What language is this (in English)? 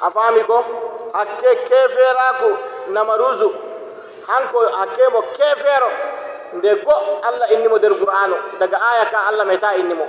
Nigerian Fulfulde